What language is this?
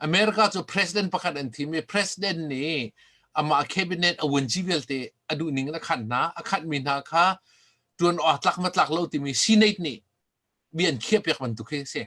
Hakha Chin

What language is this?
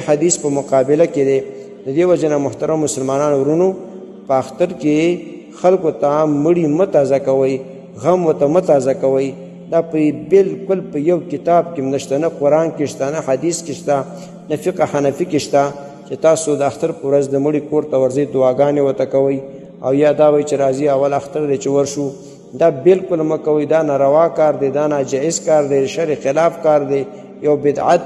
Pashto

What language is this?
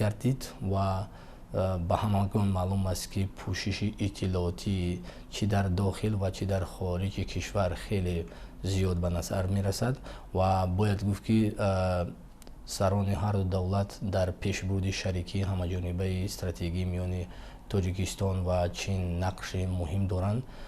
Tajik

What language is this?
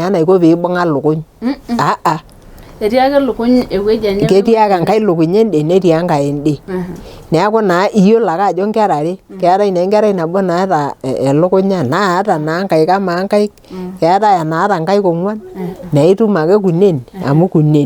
Masai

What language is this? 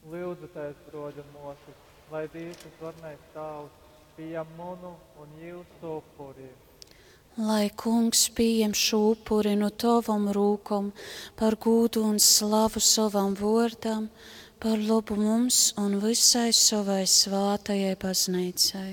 Latgalian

